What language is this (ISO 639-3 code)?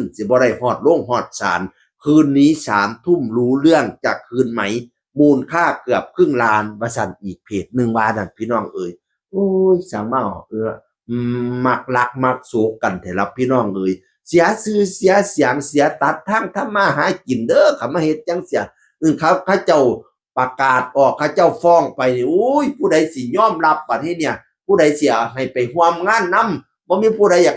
tts